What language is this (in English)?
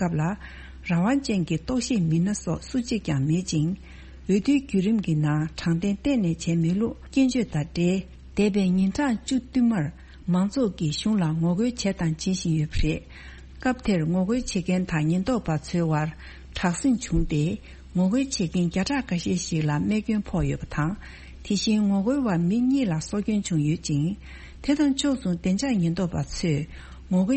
Tibetan